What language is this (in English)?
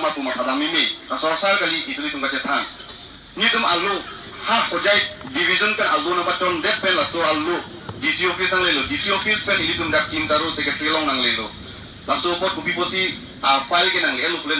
Karbi